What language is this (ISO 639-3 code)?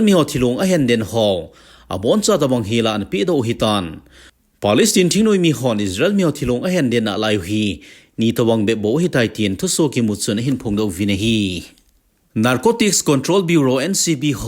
tcz